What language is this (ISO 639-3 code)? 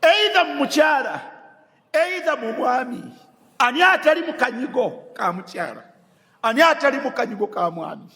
lug